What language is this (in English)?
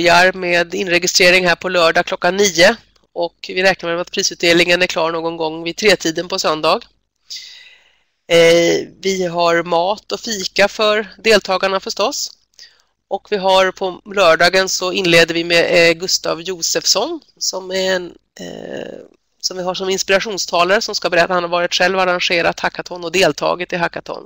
Swedish